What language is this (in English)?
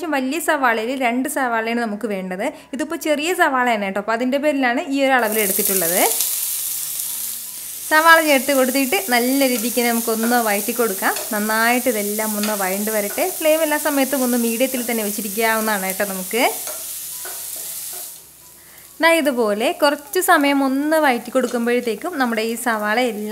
Malayalam